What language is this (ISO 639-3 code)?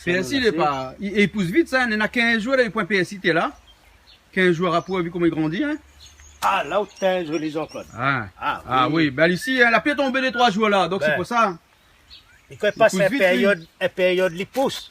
rcf